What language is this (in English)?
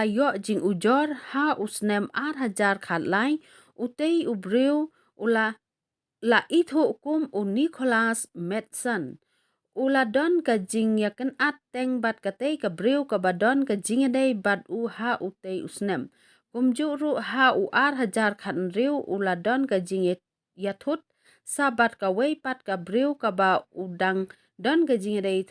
Khasi